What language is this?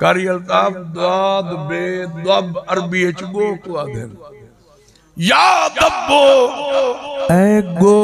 Saraiki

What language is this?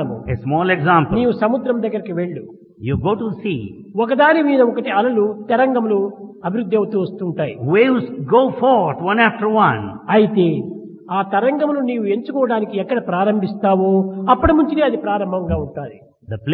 Telugu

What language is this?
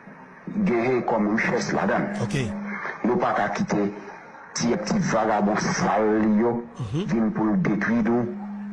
Haitian Creole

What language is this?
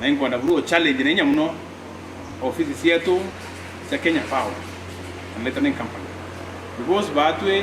Meru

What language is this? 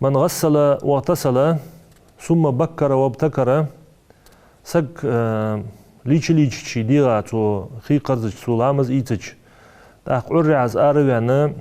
Ingush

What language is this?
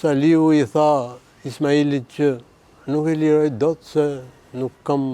Albanian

